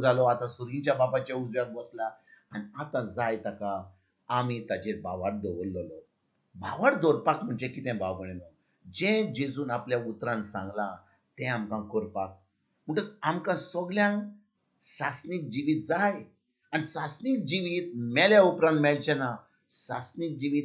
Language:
Konkani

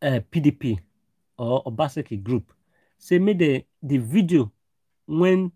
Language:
Nigerian Pidgin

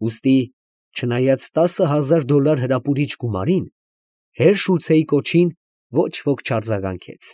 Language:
Armenian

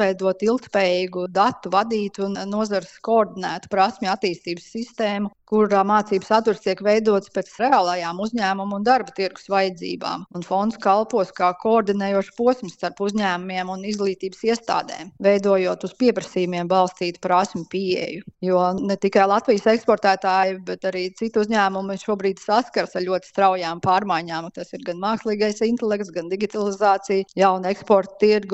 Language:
Latvian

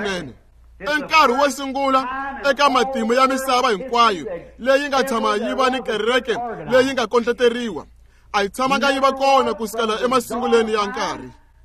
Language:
Tsonga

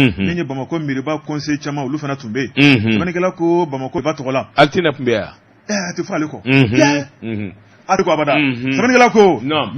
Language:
Bambara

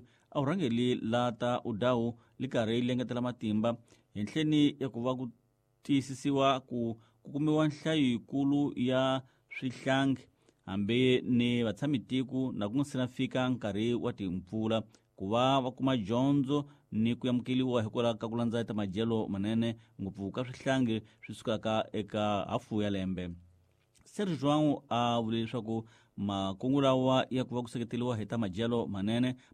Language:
Tsonga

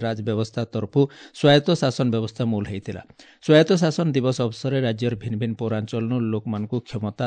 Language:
Odia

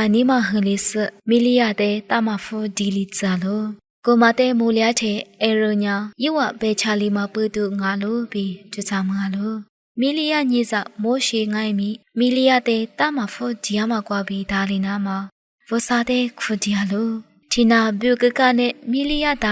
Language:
Lisu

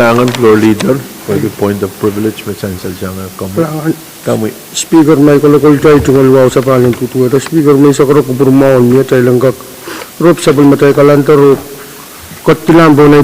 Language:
Pohnpeian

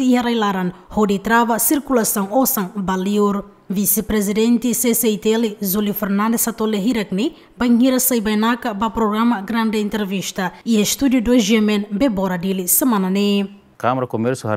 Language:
Tetum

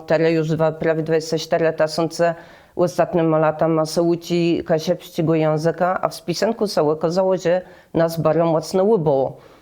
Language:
Kashubian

